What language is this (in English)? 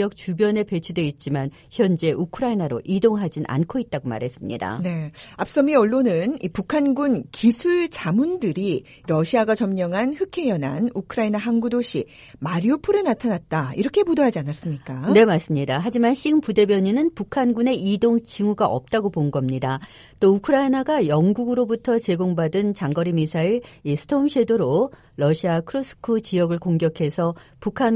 Korean